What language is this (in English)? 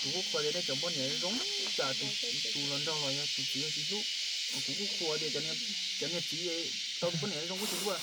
Hmong